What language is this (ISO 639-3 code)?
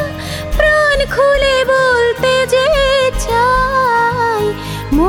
ben